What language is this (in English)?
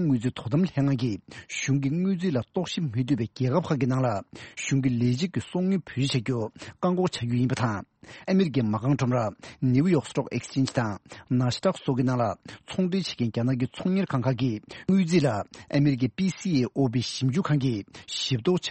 Tibetan